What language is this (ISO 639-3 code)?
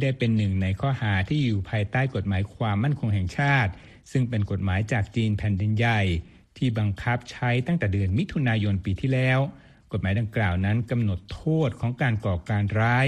tha